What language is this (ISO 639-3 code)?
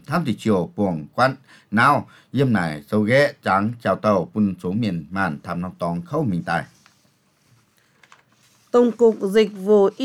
vie